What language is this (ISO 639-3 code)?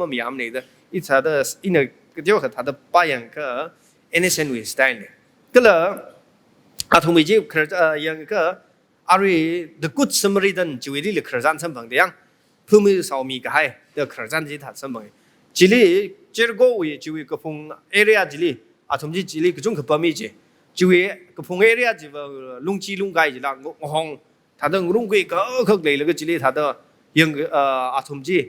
nmf